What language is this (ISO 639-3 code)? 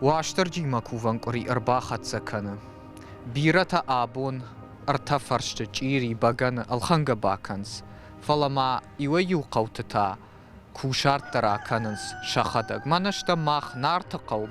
oss